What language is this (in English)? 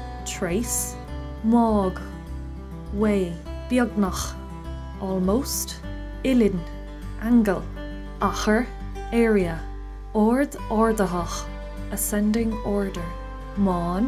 Irish